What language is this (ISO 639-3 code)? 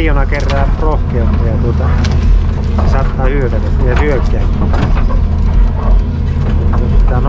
fin